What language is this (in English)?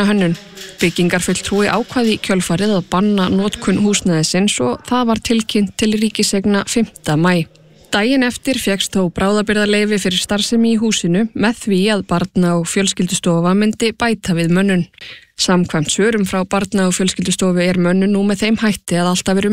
Icelandic